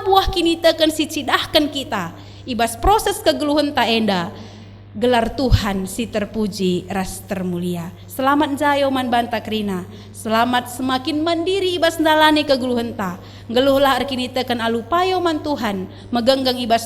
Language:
Batak Karo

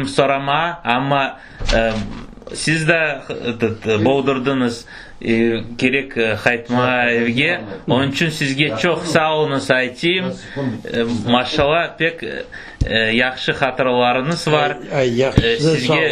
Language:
Crimean Tatar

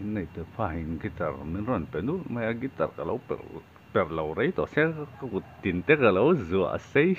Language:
Mizo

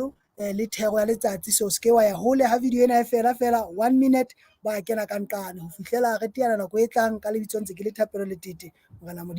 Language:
Southern Sotho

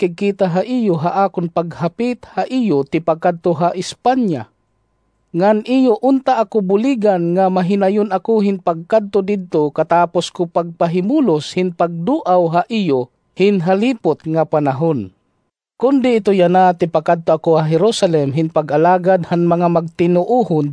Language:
Waray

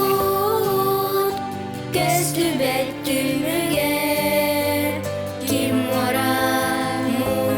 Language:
Yakut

